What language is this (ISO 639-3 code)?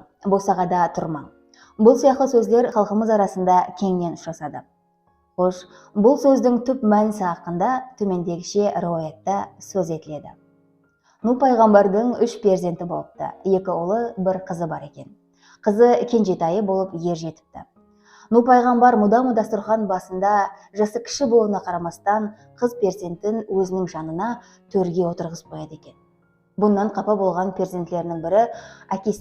kaa